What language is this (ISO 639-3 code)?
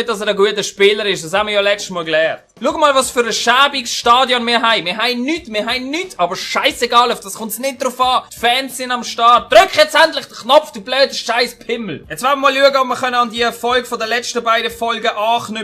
gsw